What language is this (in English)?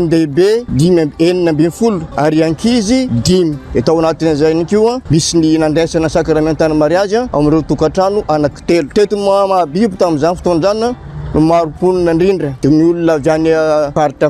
Malagasy